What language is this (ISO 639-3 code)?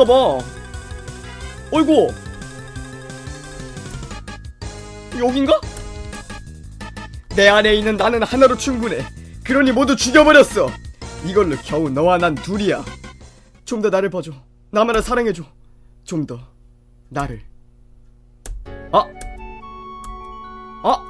kor